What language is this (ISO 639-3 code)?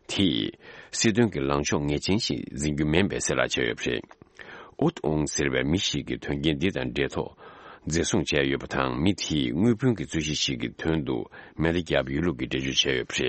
bod